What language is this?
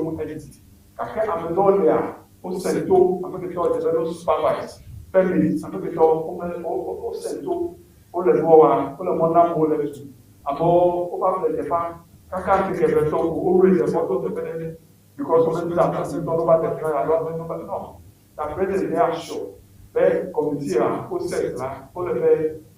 Ewe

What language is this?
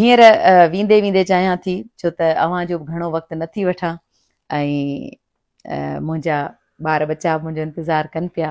Sindhi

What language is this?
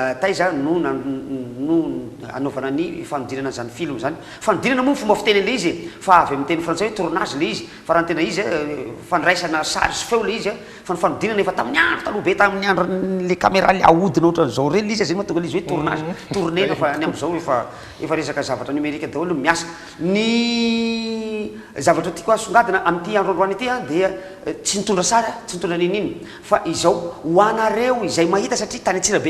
Malagasy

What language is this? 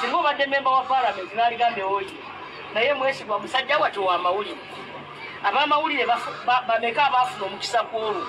Ganda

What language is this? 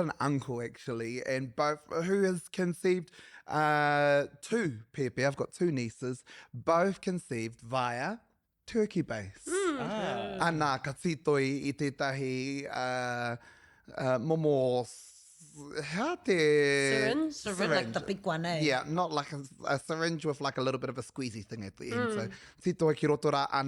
Māori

